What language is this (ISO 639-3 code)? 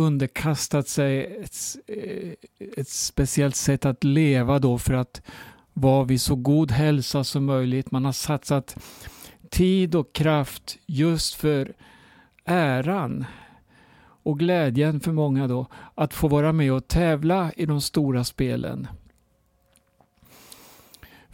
swe